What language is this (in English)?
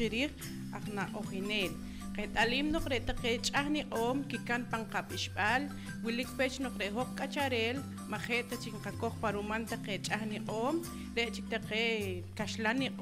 Poqomchi'